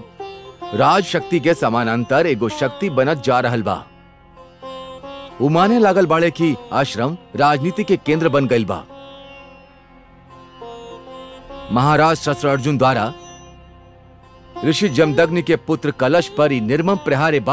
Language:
Bhojpuri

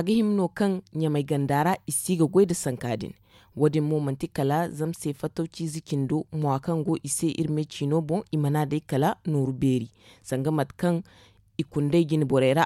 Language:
Zarma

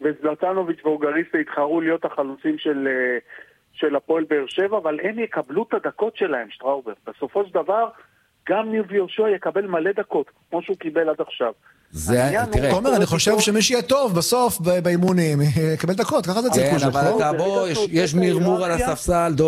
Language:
Hebrew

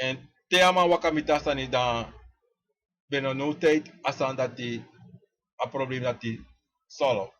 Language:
Sranan Tongo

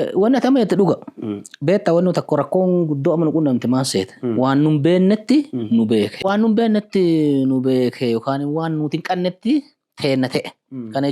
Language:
Oromo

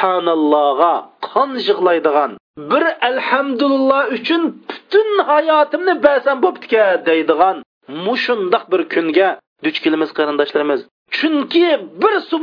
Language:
Uyghur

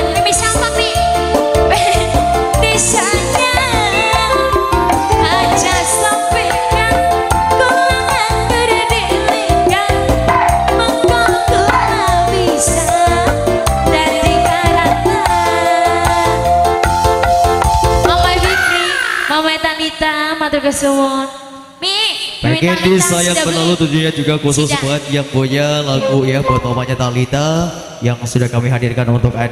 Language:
Indonesian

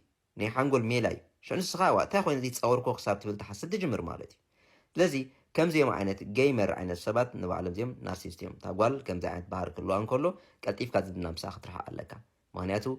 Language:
Tigrinya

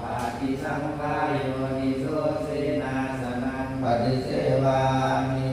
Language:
Pali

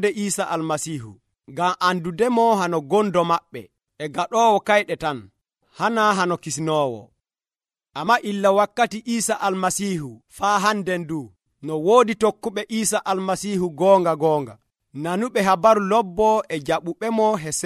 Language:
Nigerian Fulfulde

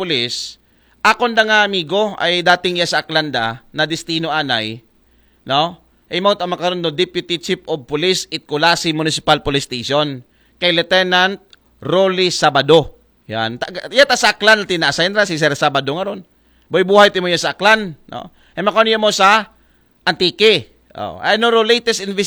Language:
Aklanon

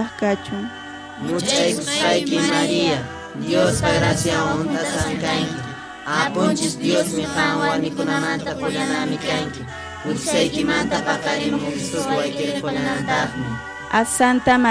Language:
Quechua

